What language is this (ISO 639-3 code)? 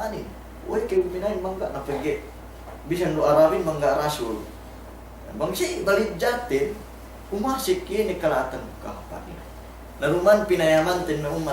yka